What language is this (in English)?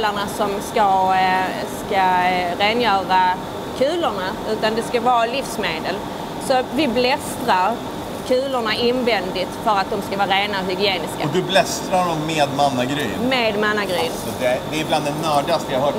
Swedish